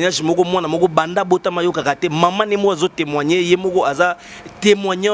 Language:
Lingala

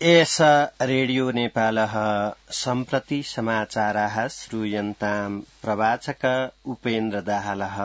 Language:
Sanskrit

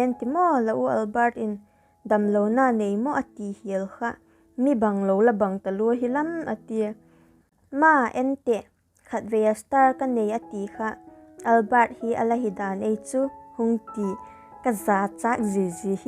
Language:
Vaiphei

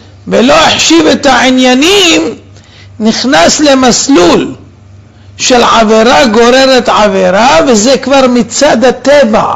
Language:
Hebrew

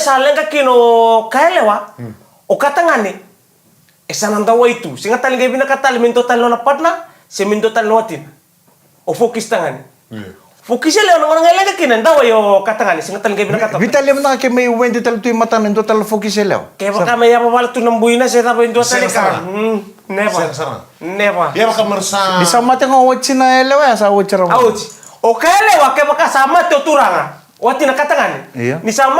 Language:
Fijian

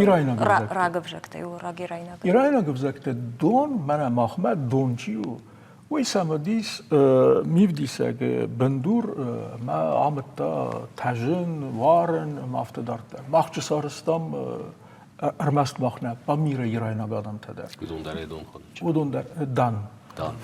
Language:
Ossetic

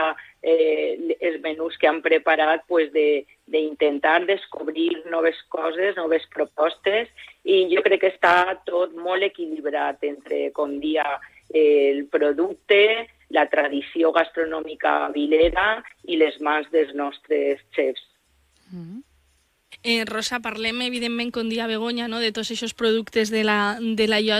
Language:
Catalan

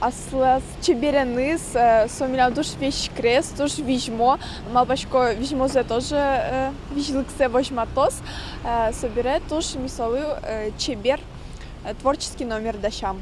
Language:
Udmurt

